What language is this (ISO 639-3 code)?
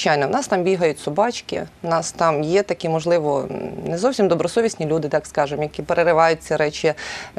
ukr